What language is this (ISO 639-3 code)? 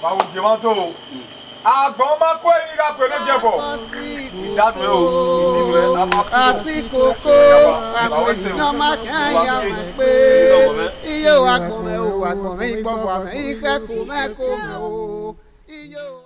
bin